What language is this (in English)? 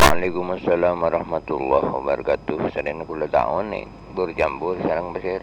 Madurese